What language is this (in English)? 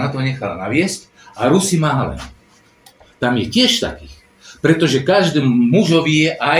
Slovak